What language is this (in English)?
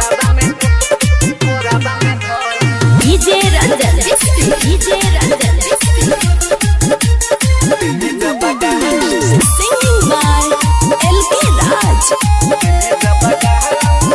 Bhojpuri